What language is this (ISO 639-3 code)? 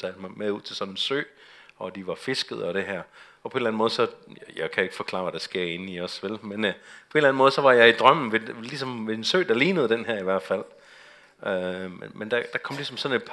dan